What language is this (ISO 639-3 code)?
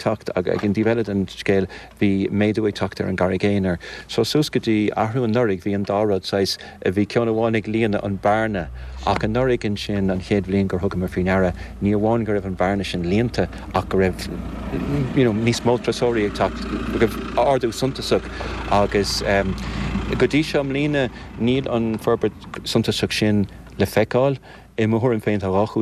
gle